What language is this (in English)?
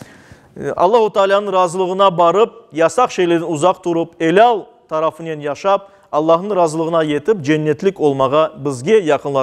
Crimean Tatar